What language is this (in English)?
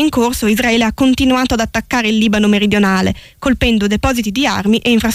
Italian